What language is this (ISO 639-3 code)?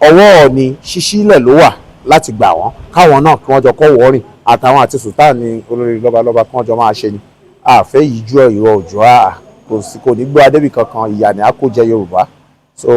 yor